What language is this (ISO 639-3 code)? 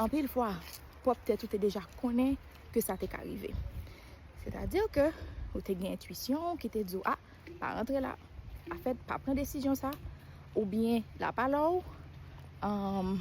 hat